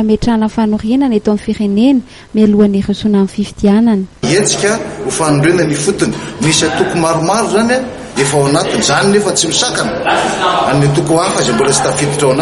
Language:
Malagasy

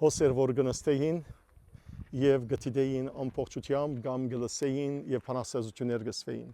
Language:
Western Armenian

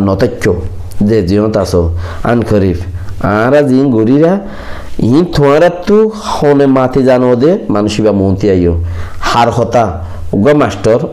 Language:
Rohingya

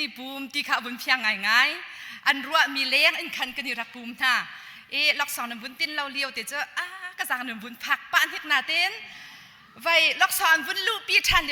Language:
Hakha Chin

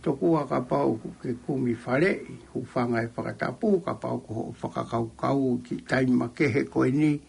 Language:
Tongan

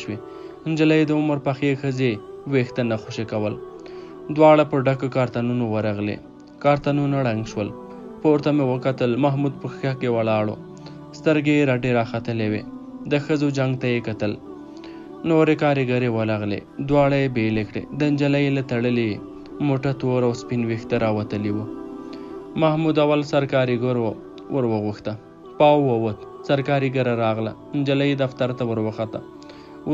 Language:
Pashto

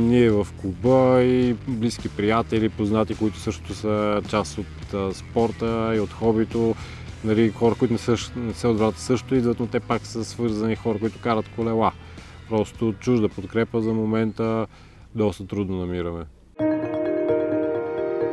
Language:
Bulgarian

